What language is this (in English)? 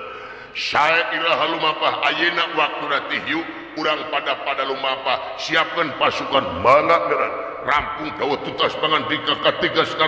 Sundanese